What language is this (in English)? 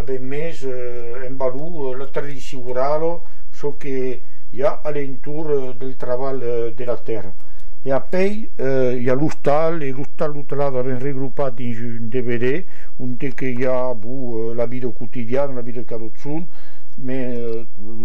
Occitan